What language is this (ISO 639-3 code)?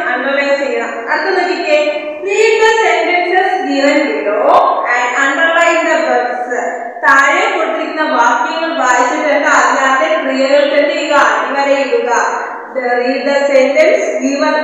mal